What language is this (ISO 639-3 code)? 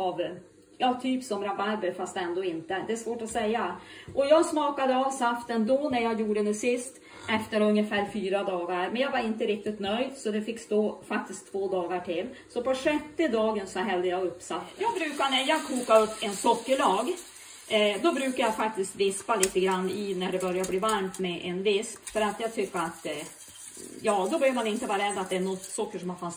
swe